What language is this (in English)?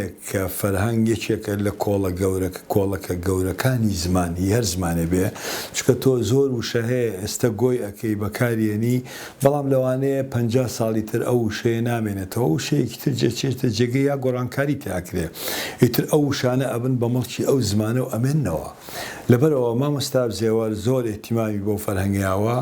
Central Kurdish